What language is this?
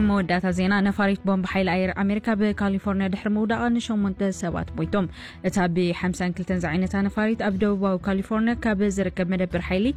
Tigrinya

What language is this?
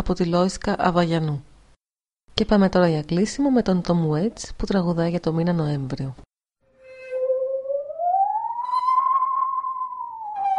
Greek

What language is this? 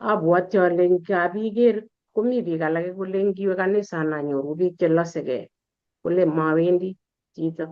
Kalenjin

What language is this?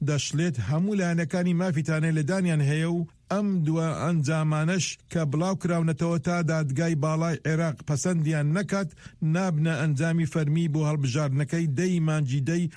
Central Kurdish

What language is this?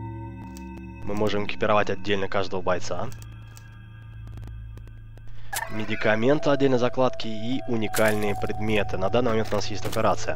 Russian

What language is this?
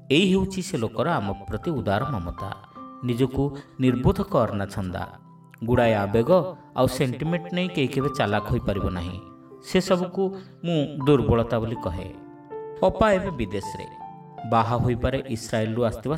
Odia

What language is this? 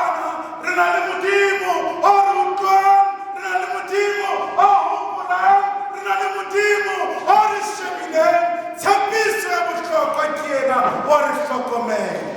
Southern Sotho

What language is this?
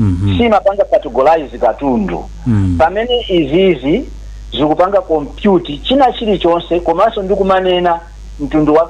Nyanja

